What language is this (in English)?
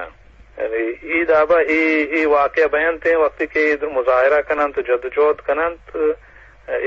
Eastern Balochi